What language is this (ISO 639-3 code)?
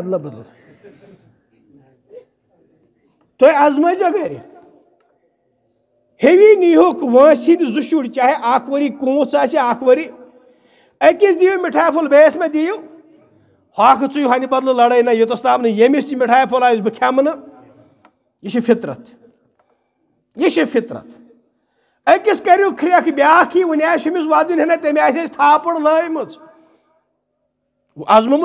kas